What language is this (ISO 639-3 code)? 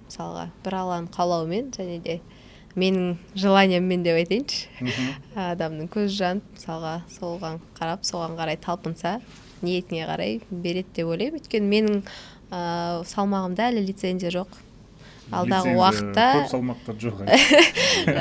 kaz